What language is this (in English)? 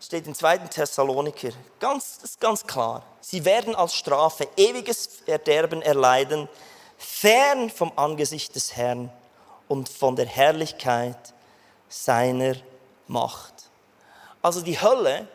Swiss German